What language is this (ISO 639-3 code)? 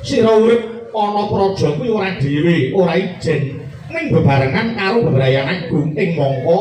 jav